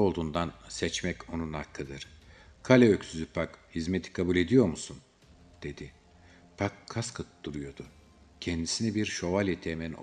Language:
Turkish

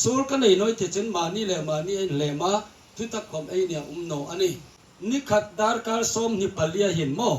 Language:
Hmar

